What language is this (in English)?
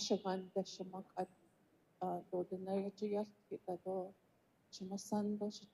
Navajo